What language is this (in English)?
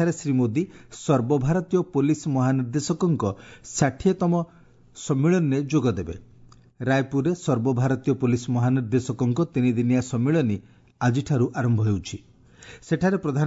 Odia